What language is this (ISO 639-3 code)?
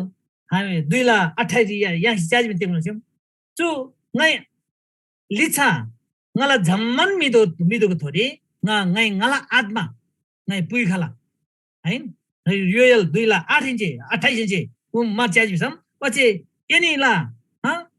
taj